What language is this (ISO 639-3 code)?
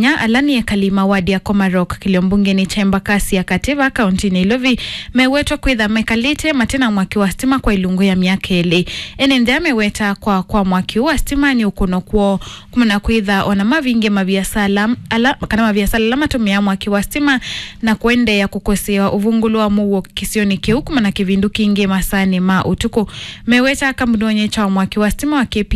kam